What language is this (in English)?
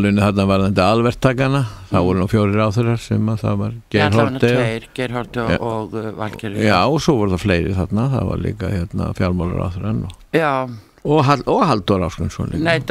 Icelandic